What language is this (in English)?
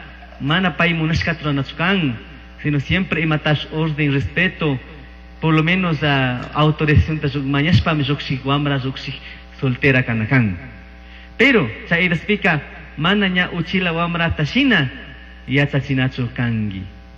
Chimborazo Highland Quichua